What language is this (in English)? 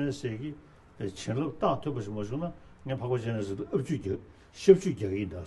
Tibetan